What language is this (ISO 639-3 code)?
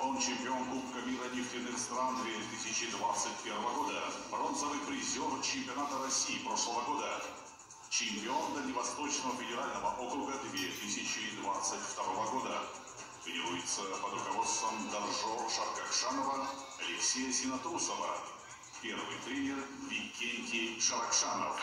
sah